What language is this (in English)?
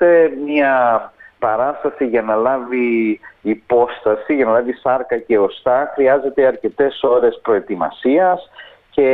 Greek